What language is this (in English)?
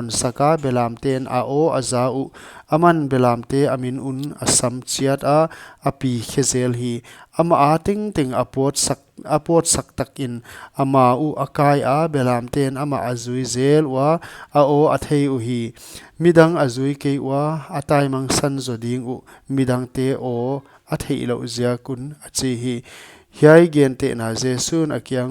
Paite Chin